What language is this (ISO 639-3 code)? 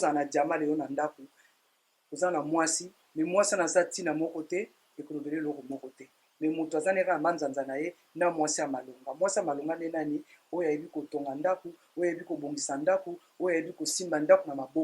lin